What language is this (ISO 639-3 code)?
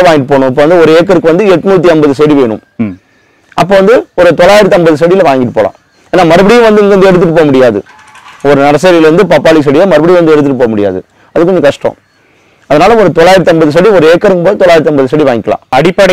tam